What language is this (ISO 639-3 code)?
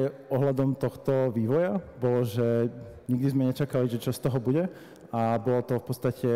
slk